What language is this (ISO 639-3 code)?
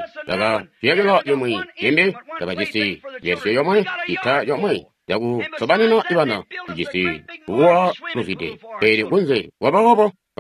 toi